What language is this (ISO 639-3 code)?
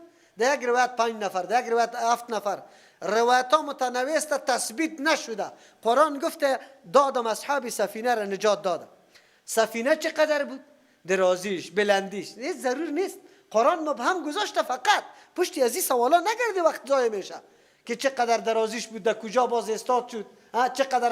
fas